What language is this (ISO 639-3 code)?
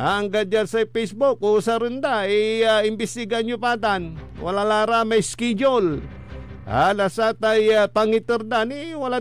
pag